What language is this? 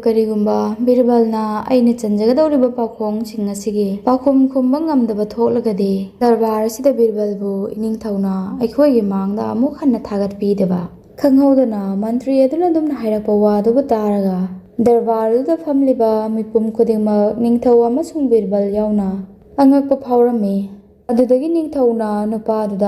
Manipuri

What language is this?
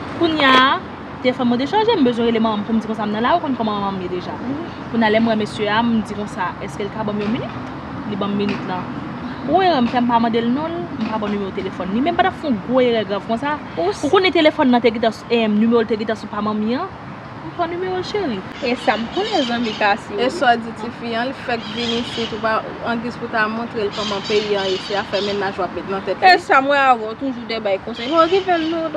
Haitian Creole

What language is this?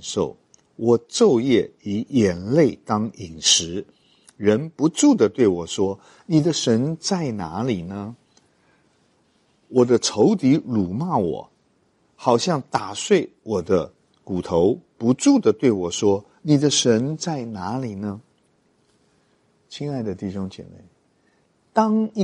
Chinese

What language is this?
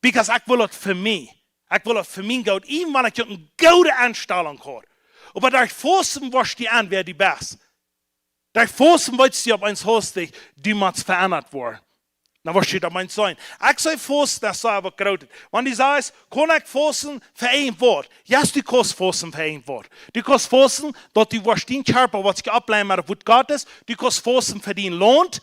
Plautdietsch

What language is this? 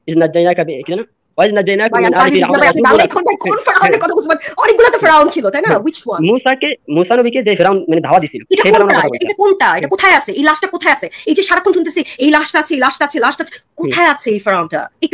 Bangla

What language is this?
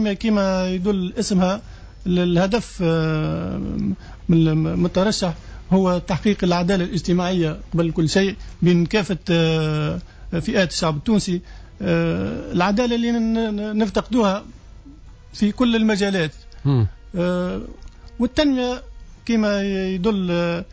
Tunisian Arabic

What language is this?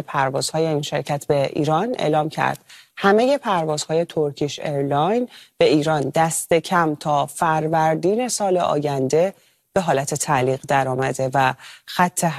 Persian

